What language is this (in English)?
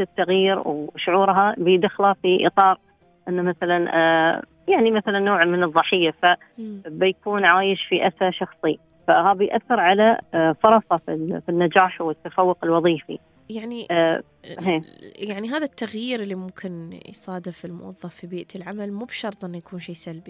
Gulf Arabic